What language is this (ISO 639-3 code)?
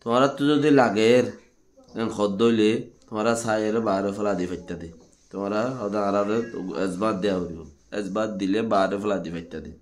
rhg